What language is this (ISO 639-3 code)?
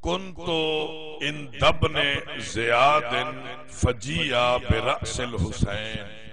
skr